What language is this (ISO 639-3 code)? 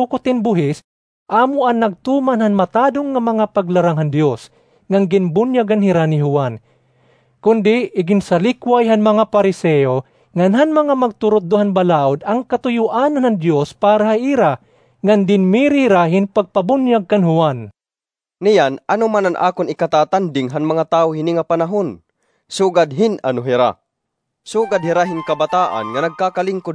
war